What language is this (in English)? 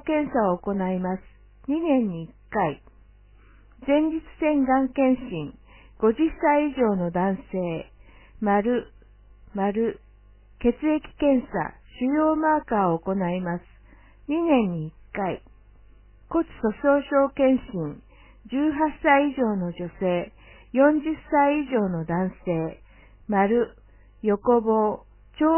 Japanese